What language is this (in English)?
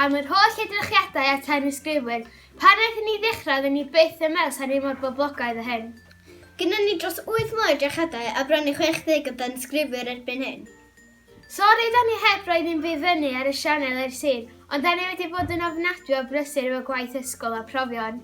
Welsh